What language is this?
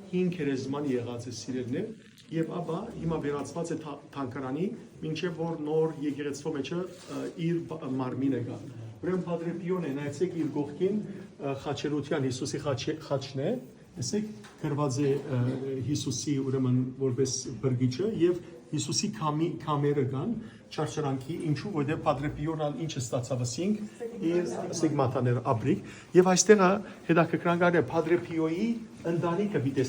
Western Armenian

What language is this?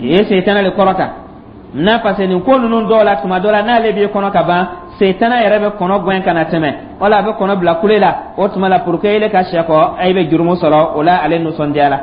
Dyula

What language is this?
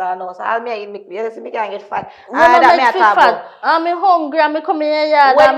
Jamaican Creole English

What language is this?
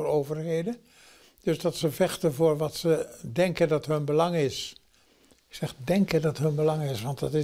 Dutch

